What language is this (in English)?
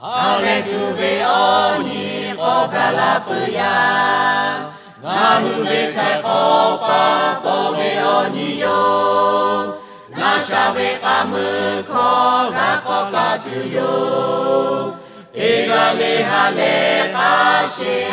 Lahu